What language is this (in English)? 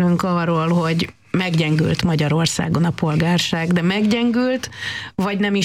Hungarian